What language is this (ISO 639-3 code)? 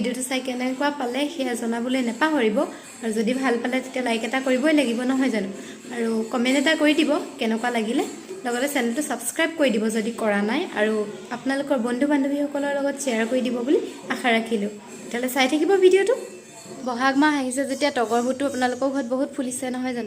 asm